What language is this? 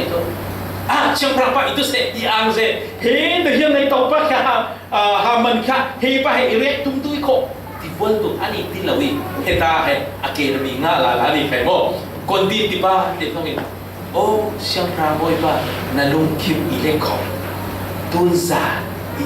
Falam Chin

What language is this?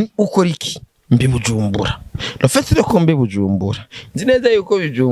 Rundi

